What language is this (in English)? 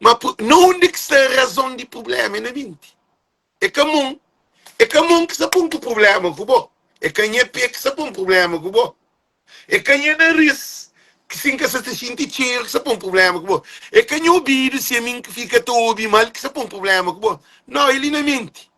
Kabuverdianu